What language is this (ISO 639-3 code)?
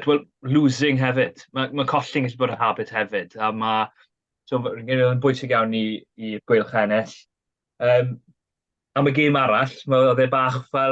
cym